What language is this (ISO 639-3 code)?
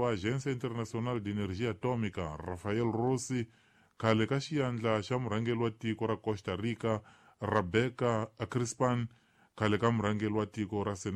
tso